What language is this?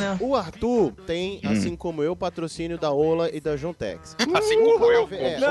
Portuguese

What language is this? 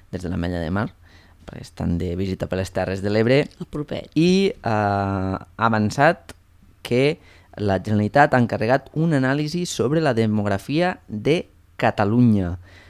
Catalan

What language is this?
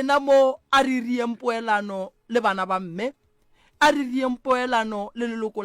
Northern Sotho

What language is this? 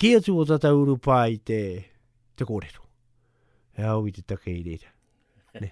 Māori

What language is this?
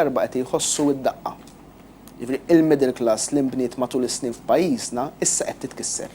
Maltese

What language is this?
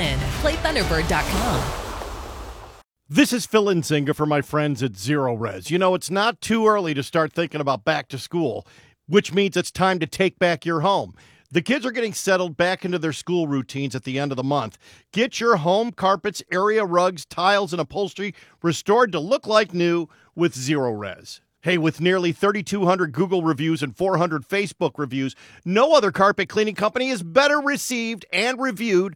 English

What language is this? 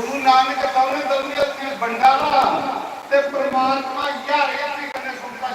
Dogri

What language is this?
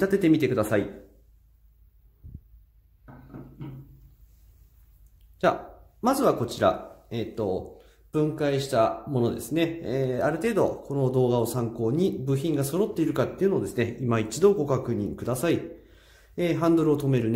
Japanese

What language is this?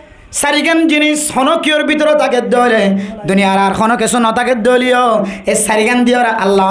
Rohingya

